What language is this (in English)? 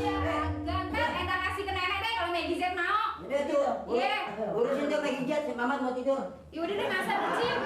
Betawi